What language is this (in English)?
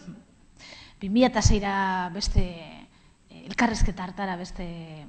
Basque